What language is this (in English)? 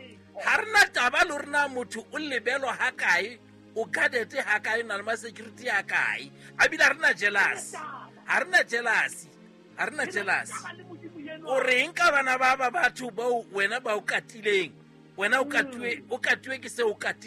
Southern Sotho